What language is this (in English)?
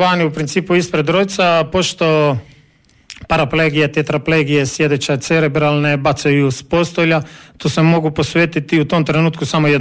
Croatian